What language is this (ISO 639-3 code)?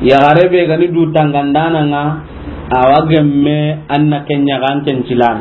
snk